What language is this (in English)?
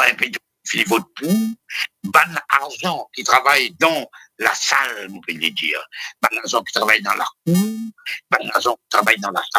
Morisyen